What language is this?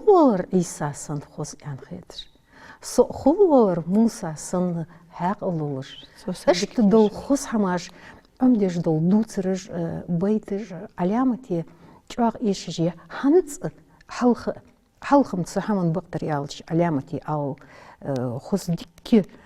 Ingush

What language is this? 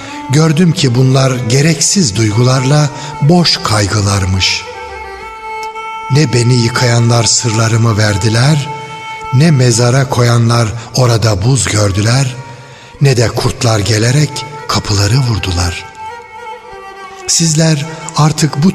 Turkish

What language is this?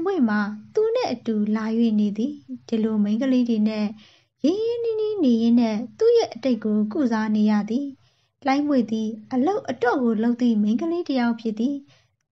Burmese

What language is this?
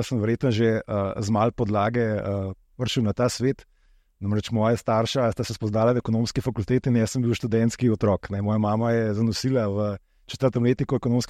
Slovenian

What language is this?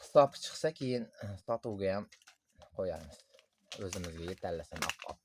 Uzbek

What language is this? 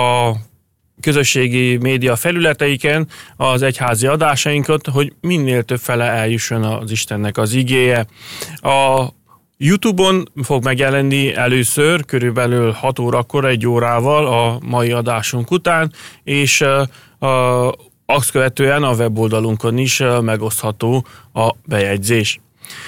Hungarian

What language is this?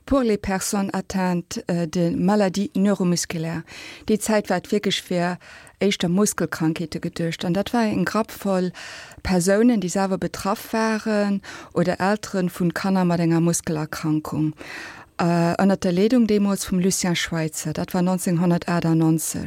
Luxembourgish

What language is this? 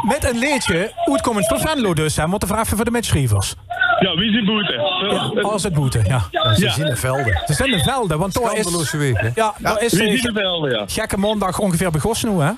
Limburgish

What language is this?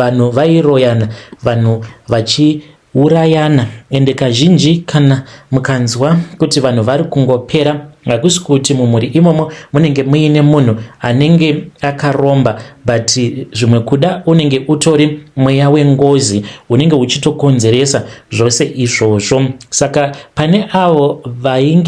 Shona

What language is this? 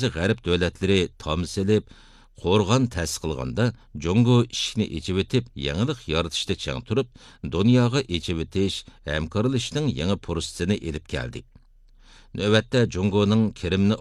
Uyghur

